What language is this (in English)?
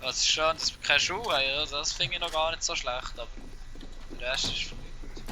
Swiss German